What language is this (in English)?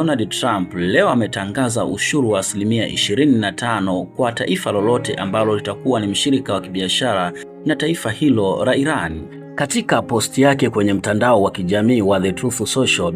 Swahili